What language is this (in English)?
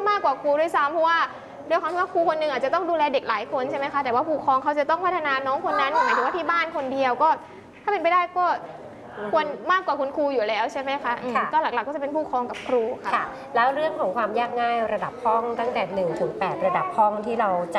Thai